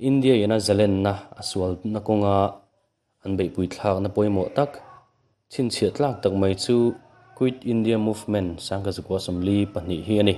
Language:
Mizo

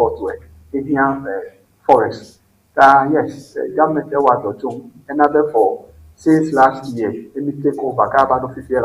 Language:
Ewe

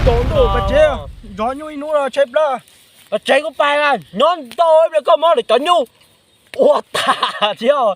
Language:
Hmong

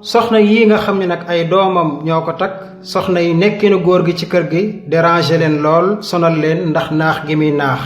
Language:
Wolof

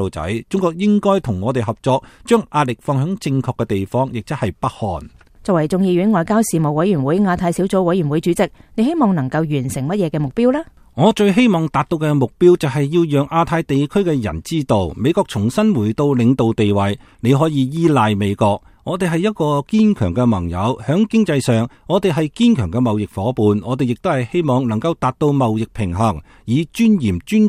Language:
Cantonese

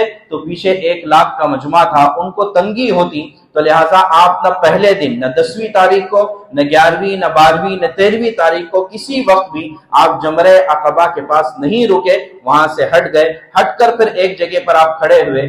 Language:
Urdu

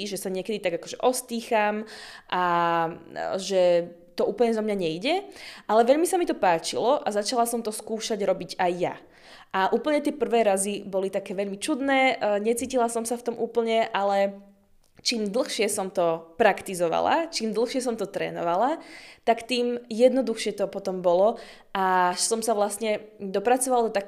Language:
Slovak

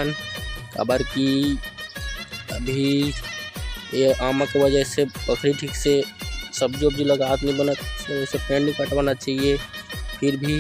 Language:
Chhattisgarhi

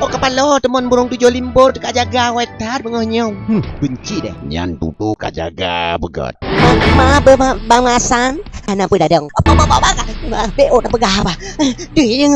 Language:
Achinese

